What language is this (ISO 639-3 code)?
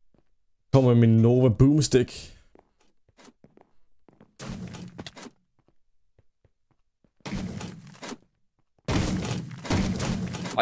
dan